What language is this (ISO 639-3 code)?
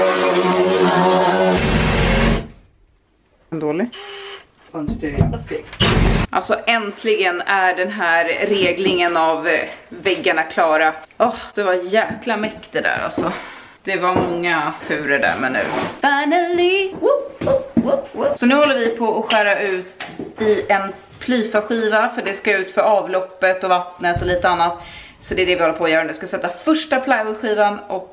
swe